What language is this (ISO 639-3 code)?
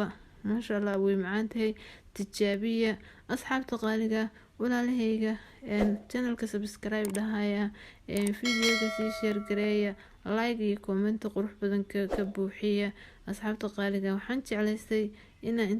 som